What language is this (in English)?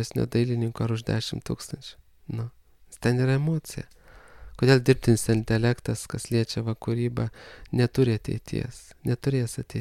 Lithuanian